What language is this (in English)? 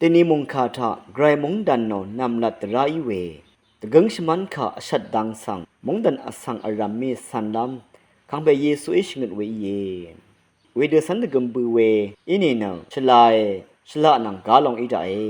Rawang